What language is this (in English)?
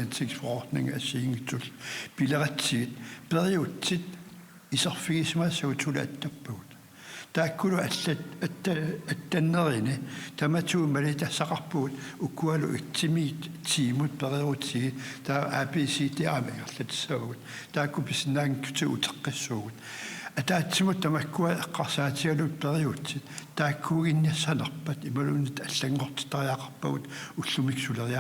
Kalaallisut